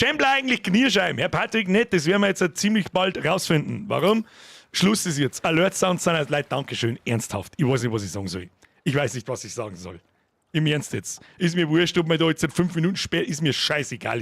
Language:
Bavarian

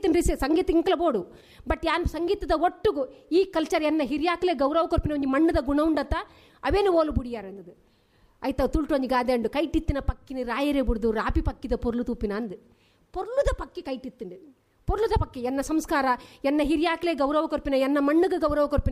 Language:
Tulu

